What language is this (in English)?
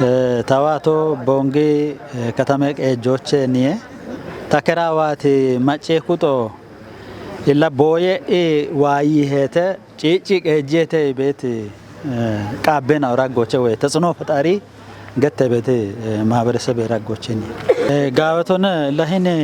Kafa